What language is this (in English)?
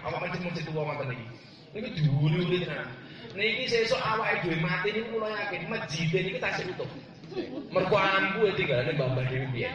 Javanese